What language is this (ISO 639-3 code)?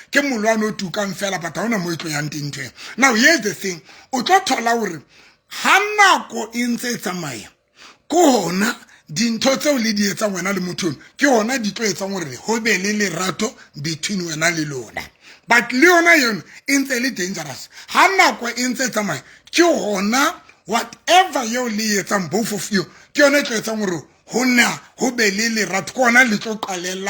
sot